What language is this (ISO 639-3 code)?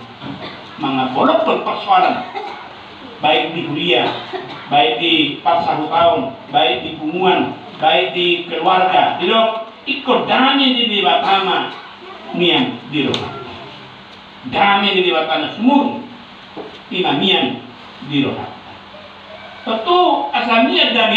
bbc